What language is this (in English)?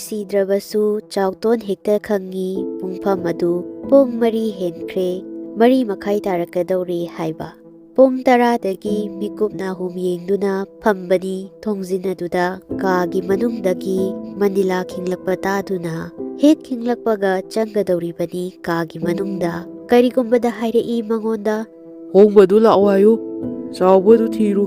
Manipuri